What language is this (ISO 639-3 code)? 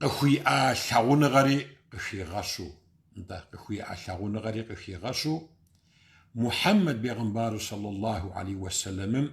kbd